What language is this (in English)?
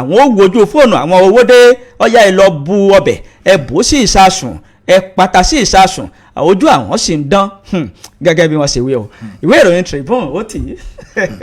Yoruba